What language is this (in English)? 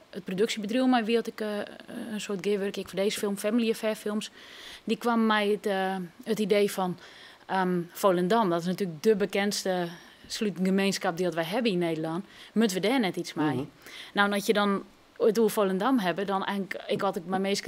Western Frisian